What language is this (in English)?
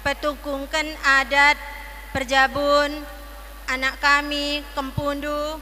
Batak Karo